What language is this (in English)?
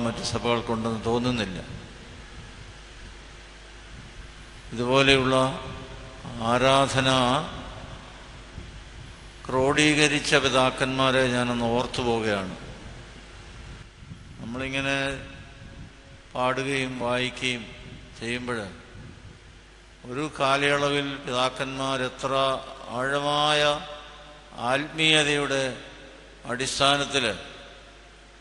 Malayalam